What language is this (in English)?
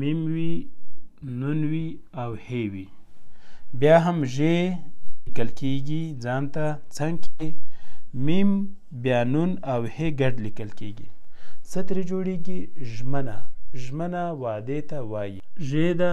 Pashto